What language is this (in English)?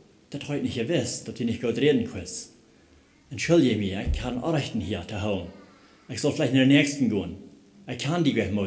Plautdietsch